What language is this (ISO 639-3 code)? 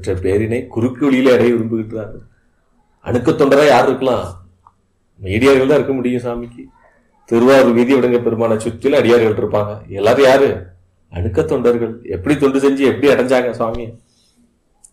tam